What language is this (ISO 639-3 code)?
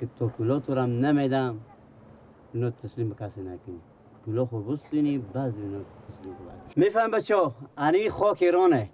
fas